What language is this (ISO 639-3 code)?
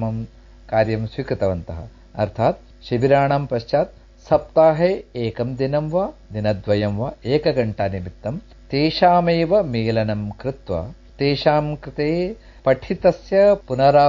san